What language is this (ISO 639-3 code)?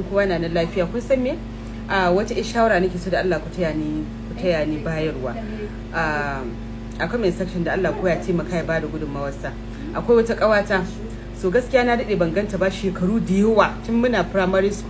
hau